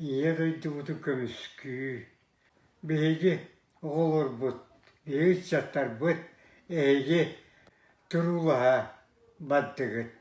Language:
Yakut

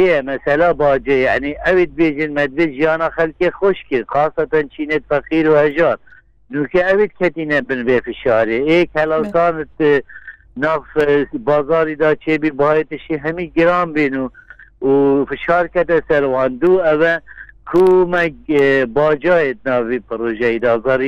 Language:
Kurdish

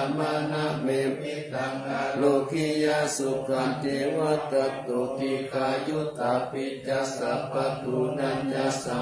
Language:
Pali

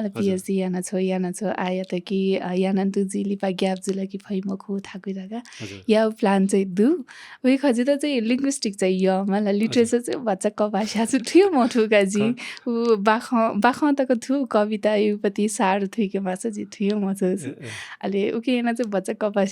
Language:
Newari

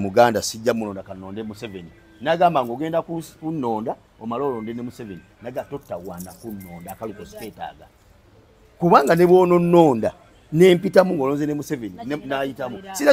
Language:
Ganda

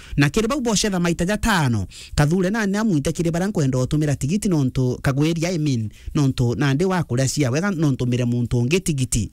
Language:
Meru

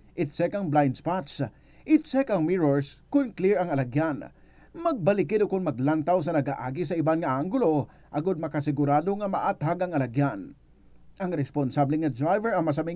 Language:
Hiligaynon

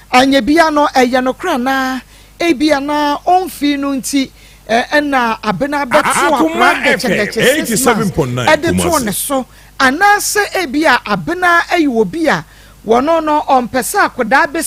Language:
Akan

